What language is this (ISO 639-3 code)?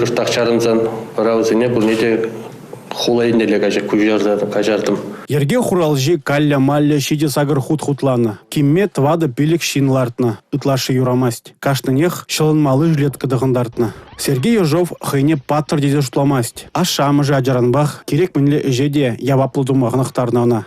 chv